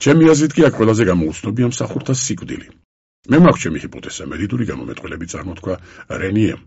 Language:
Georgian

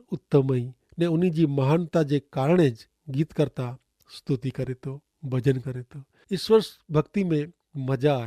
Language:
Kachhi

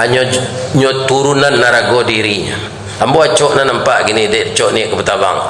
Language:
Minangkabau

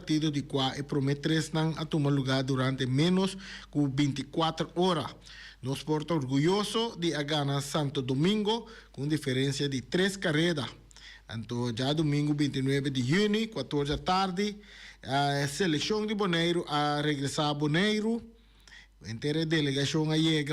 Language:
Papiamento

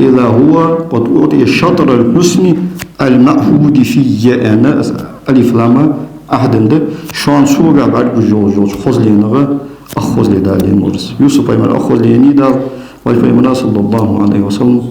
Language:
Ingush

